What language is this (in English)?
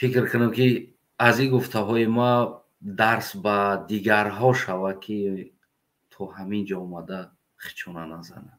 Tajik